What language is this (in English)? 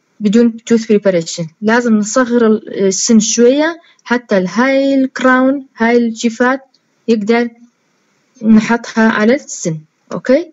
Mesopotamian Arabic